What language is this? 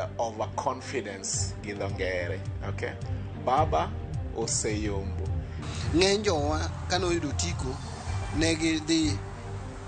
Luo (Kenya and Tanzania)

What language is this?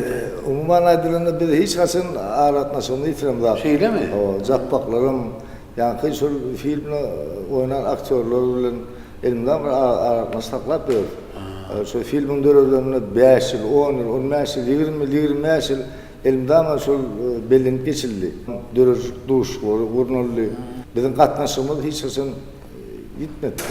Turkmen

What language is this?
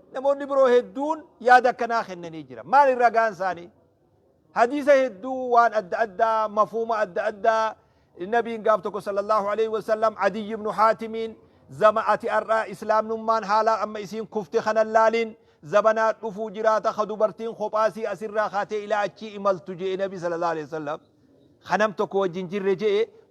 Oromo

